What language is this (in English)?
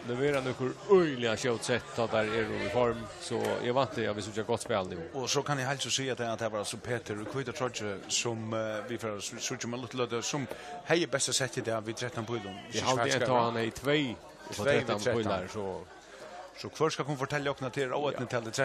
Faroese